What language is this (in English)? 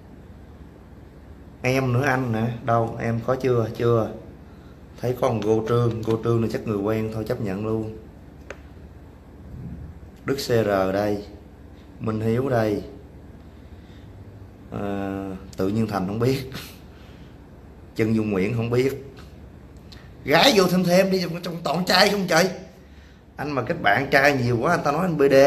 Vietnamese